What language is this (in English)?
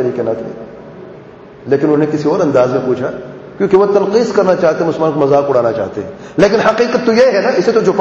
Urdu